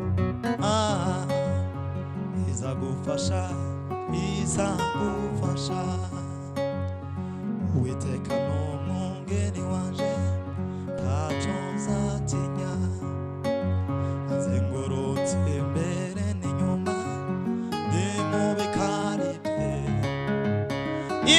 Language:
Kinyarwanda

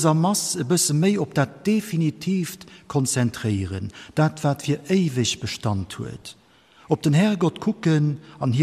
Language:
Luxembourgish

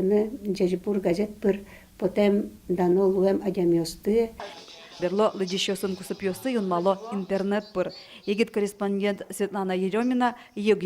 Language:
Udmurt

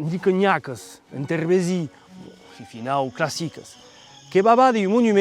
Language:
Occitan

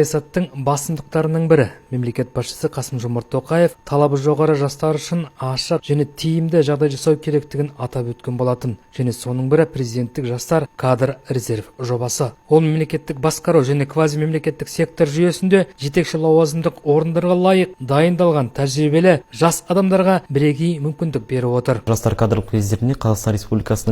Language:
Kazakh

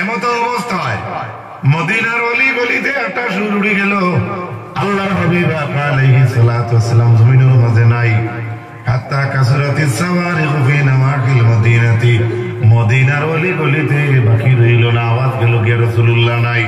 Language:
Sylheti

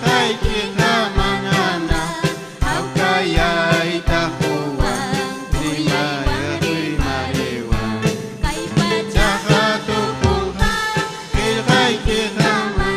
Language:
Ayacucho Quechua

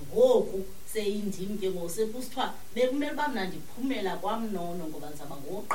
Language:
Xhosa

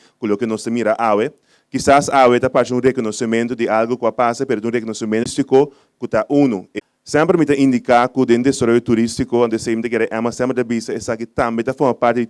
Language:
Papiamento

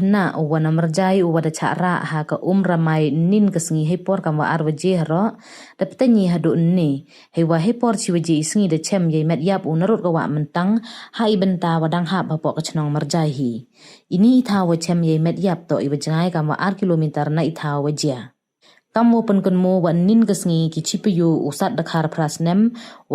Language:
Pnar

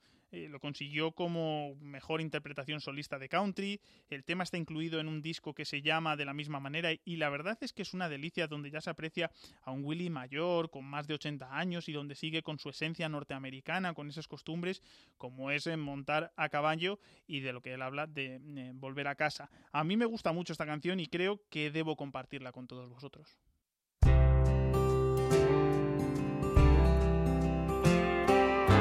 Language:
Spanish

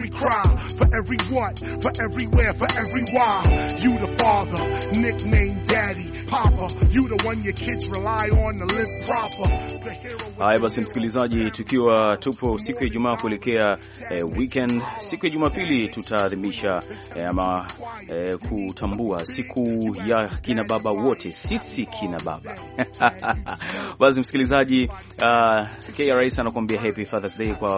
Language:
Swahili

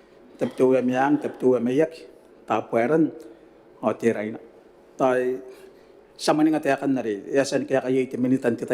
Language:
Gilbertese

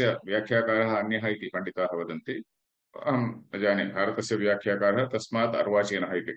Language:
Sanskrit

